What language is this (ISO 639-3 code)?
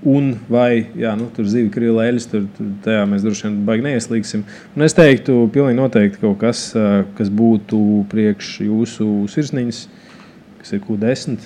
lav